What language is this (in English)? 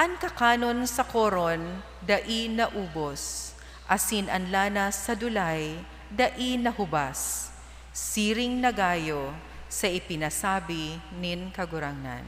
Bikol